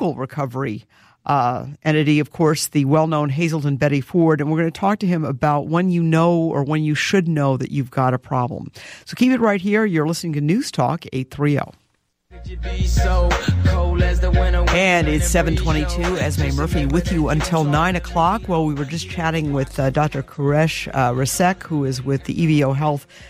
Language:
English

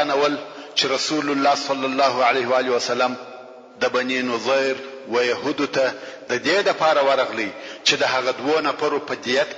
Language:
Pashto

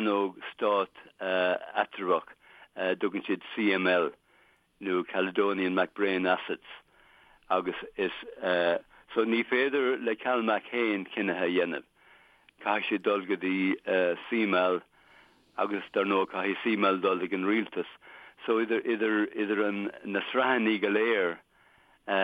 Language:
Irish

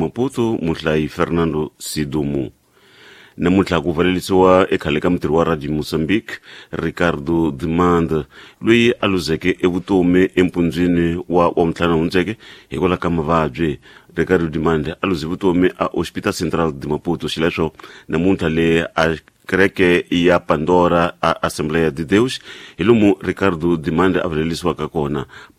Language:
Tsonga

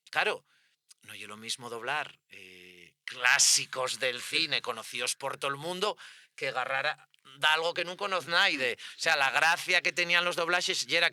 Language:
Asturian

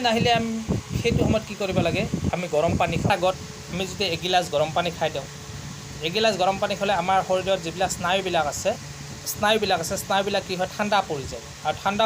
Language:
Assamese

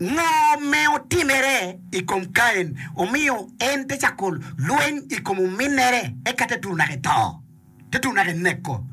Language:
Acoli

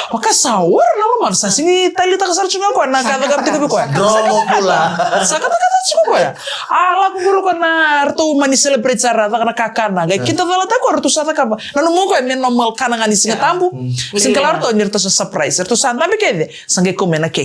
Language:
Fijian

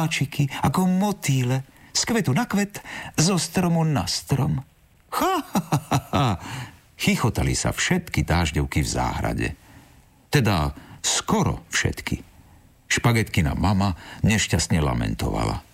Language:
Slovak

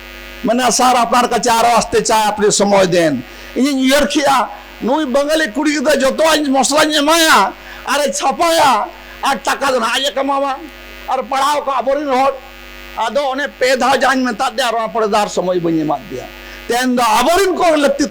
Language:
Santali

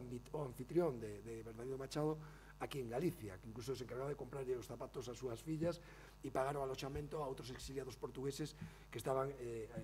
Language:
Galician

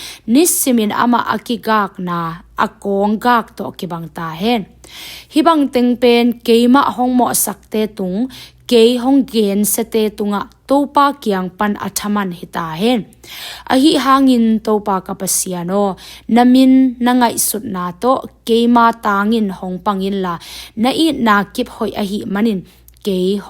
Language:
Tedim Chin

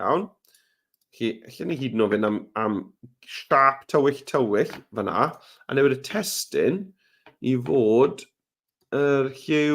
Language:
Welsh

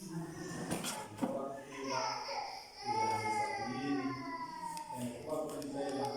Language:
Tsonga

